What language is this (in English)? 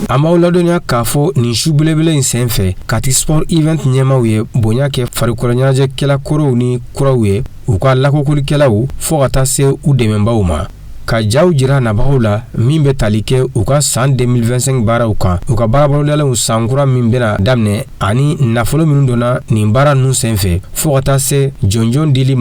Bambara